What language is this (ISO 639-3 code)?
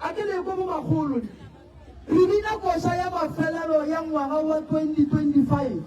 nso